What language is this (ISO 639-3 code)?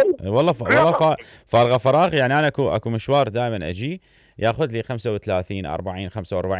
acm